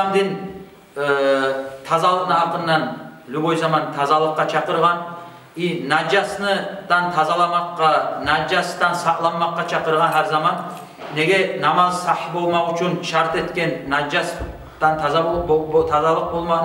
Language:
Kumyk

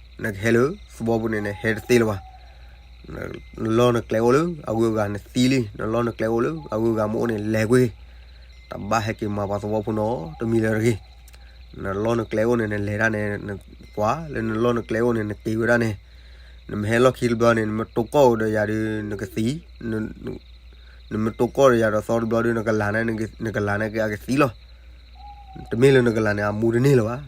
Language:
S'gaw Karen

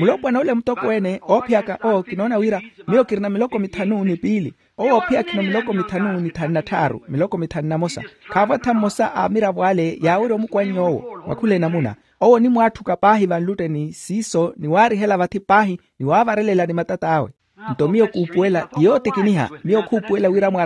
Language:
Makhuwa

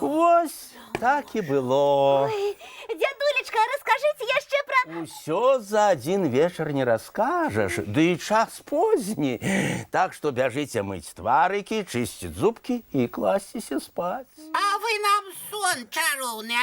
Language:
Belarusian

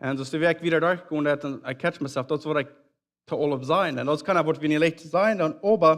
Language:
Plautdietsch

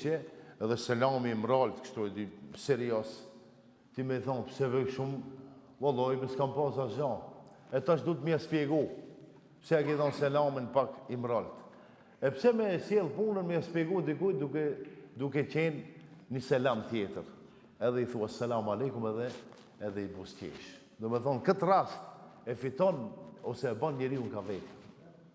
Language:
Albanian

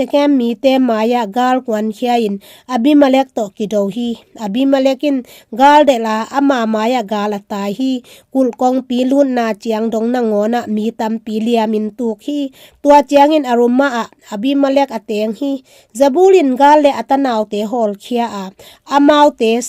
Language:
Tedim Chin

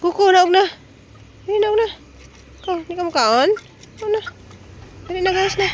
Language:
Cebuano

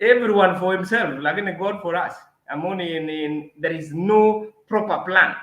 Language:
Kalenjin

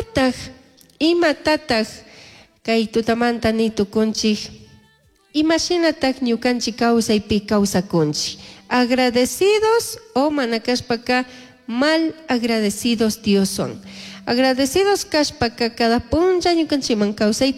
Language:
Chimborazo Highland Quichua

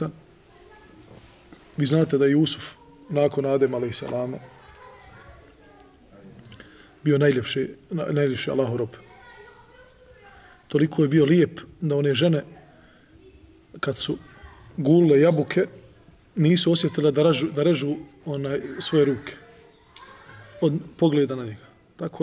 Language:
Bosnian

